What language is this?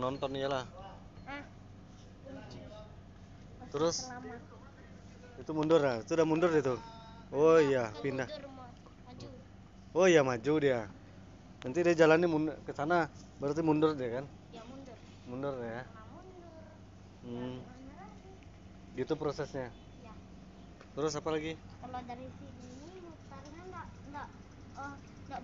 Indonesian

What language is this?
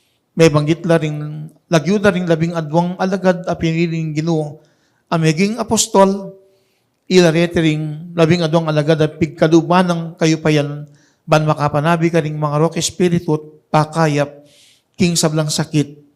Pampanga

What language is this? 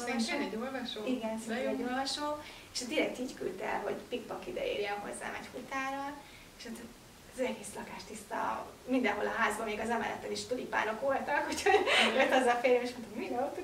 Hungarian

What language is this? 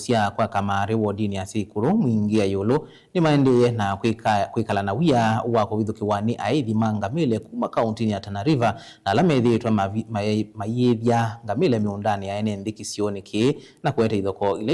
Kamba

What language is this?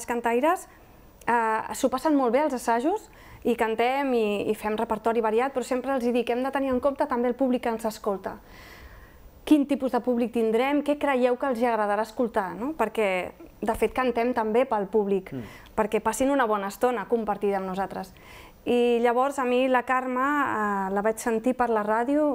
Catalan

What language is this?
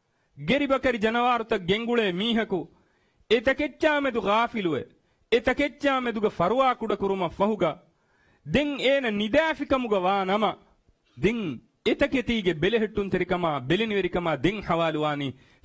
Divehi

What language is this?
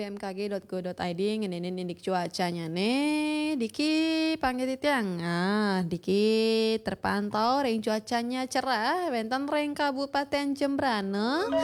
Balinese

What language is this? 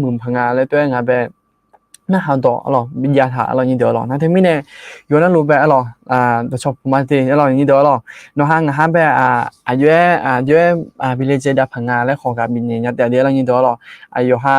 Akha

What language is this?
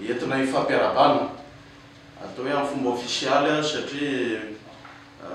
Malagasy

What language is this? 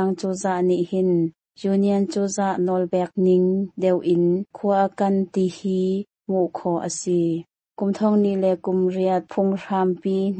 Hakha Chin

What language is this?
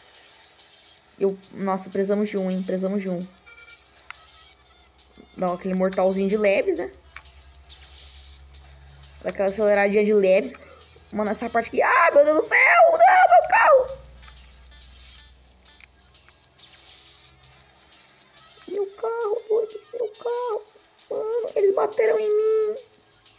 Portuguese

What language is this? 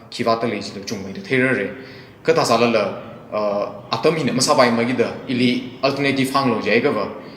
Tangkhul Naga (India)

